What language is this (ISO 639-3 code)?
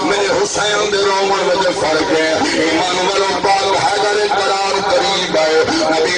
skr